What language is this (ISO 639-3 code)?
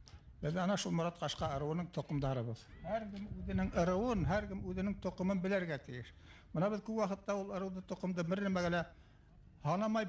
bak